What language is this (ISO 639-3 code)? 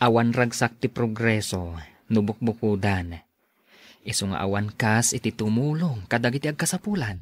ilo